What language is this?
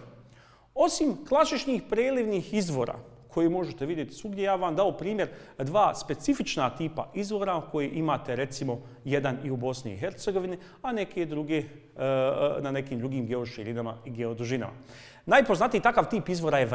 Bosnian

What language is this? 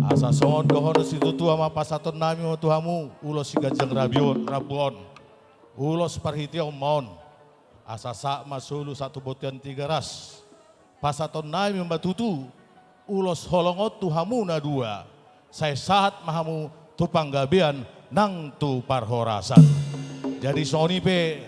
Batak Toba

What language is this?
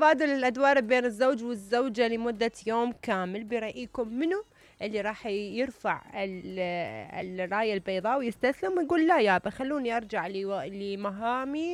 Mesopotamian Arabic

